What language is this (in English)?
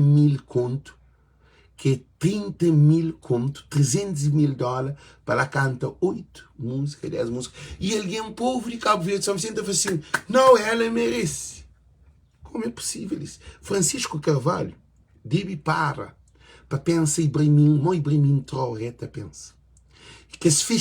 Kabuverdianu